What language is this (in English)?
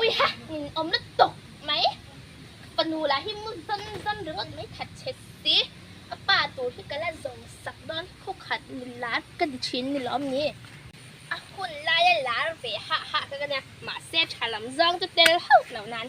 Mizo